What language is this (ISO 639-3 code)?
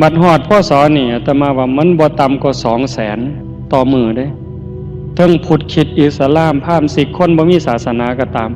tts